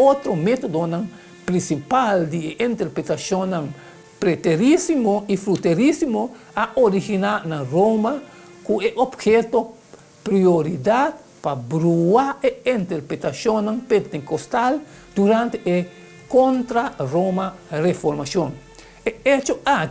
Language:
Papiamento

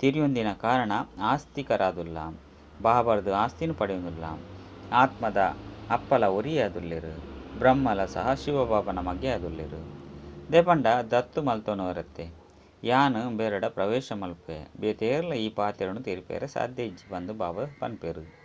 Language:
Tulu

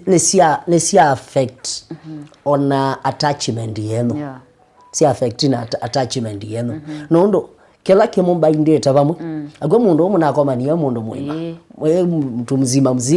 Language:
Kamba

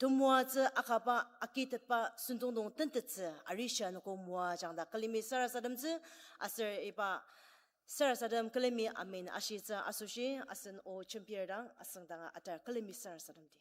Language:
Ao Naga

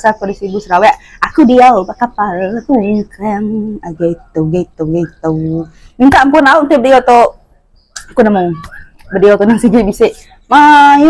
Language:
Iban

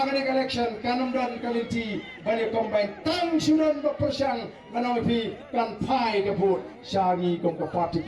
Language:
Khasi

